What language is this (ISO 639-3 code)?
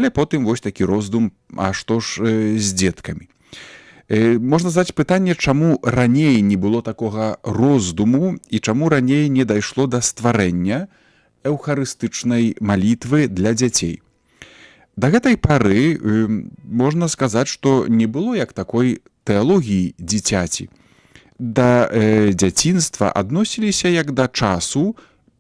bel